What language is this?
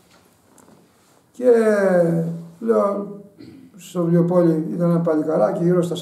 Greek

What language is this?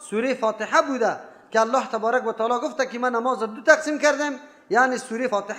Persian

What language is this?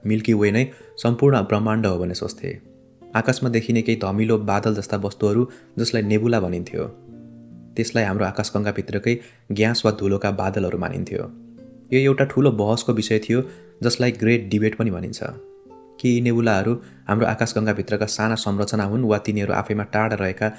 Nepali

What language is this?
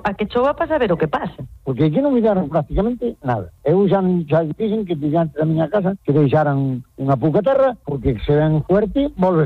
Galician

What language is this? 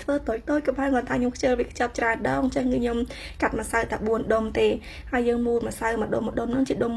Khmer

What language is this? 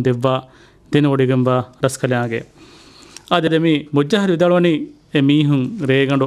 Divehi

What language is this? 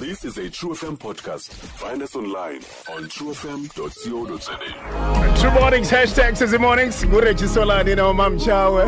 Xhosa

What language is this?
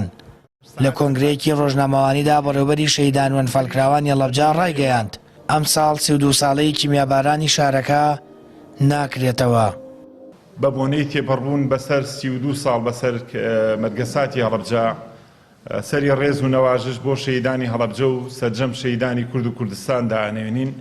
Central Kurdish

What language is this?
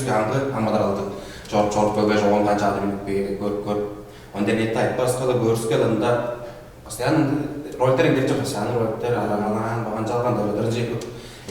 Tuvinian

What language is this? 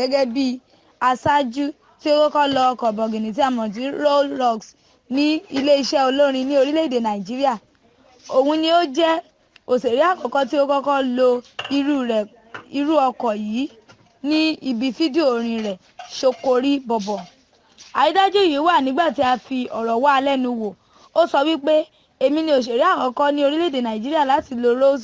Yoruba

